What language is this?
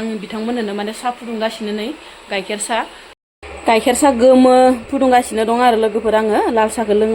Bodo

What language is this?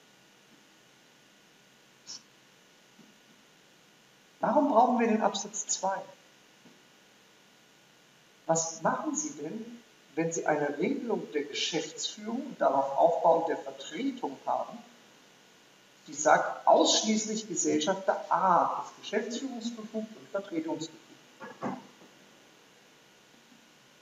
German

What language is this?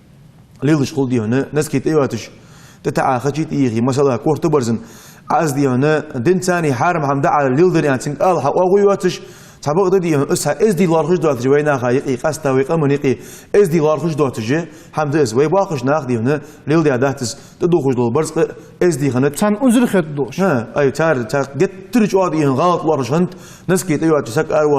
Ingush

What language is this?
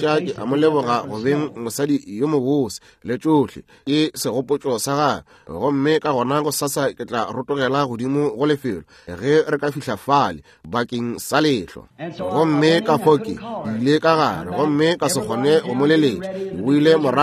Northern Sotho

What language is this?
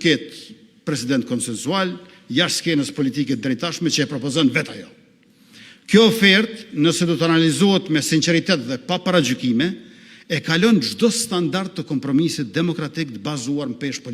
Albanian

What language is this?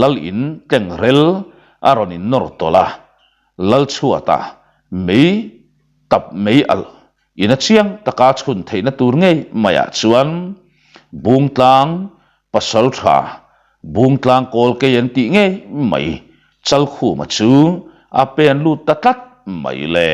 Mizo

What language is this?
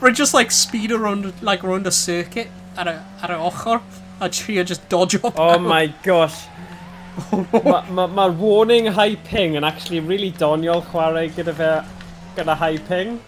Welsh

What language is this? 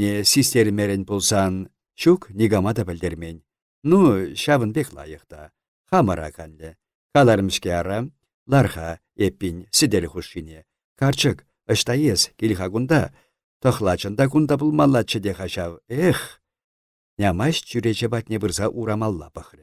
Chuvash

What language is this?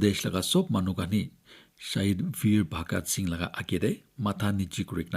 Naga Pidgin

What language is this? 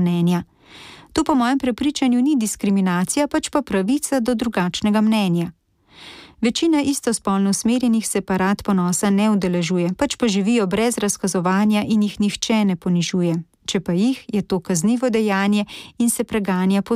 Slovenian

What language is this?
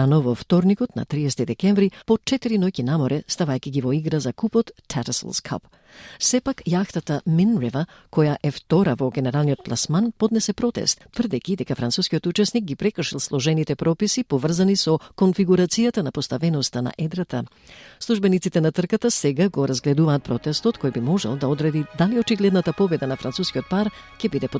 Macedonian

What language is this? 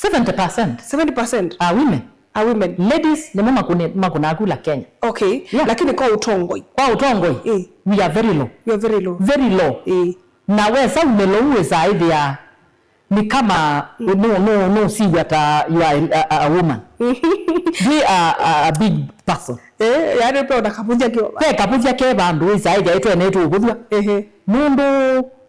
Kamba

